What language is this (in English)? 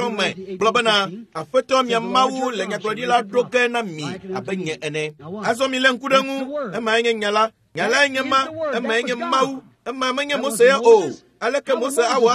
Ewe